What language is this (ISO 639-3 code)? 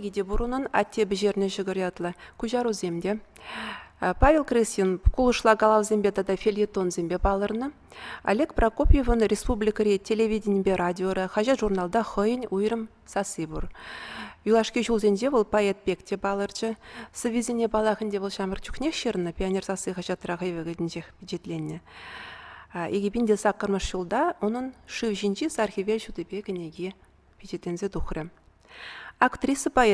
chv